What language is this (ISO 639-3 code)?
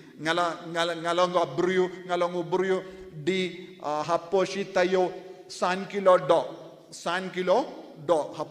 kha